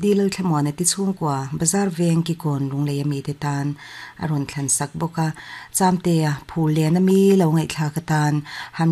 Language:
Mizo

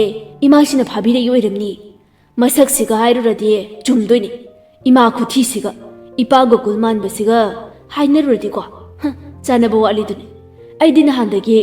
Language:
Manipuri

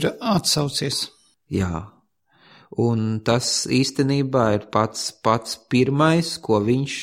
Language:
Latvian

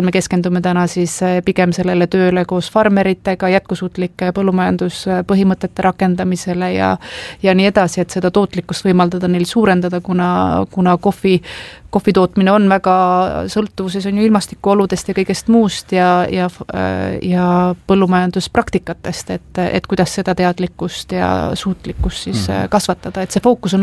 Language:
Estonian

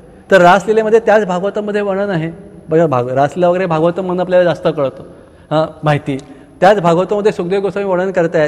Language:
Marathi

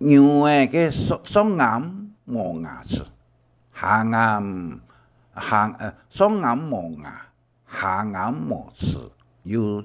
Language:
Hakka Chinese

